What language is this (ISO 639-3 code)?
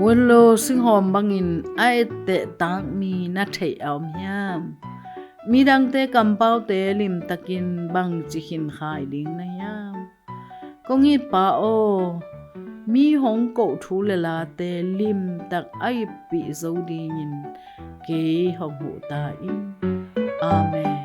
ctd